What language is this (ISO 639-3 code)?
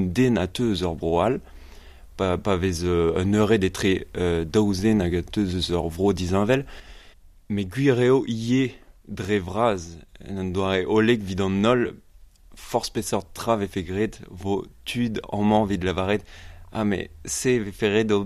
bre